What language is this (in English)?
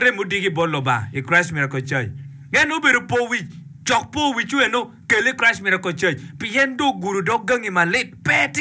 Acoli